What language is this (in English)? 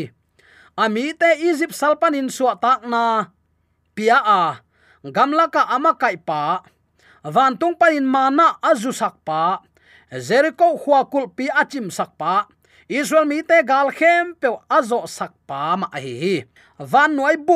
Tedim Chin